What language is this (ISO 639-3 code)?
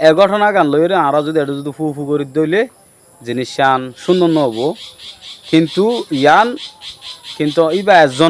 rhg